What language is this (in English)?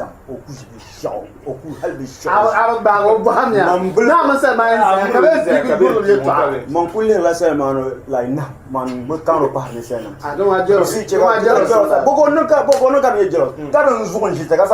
Dagbani